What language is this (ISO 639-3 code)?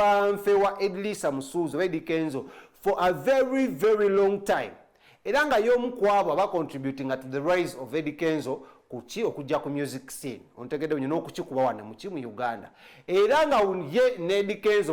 lug